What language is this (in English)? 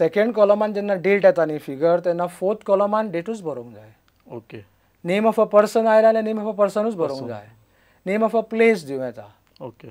Konkani